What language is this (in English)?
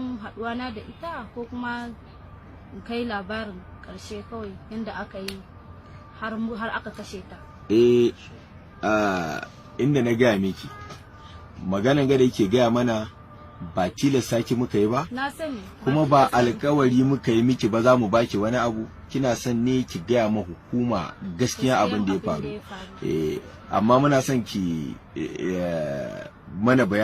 Hausa